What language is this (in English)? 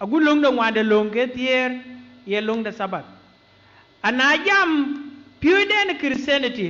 Dinka